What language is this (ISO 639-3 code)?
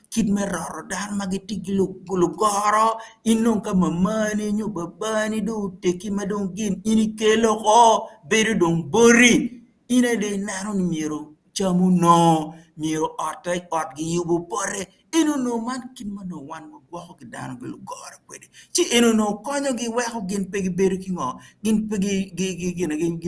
ach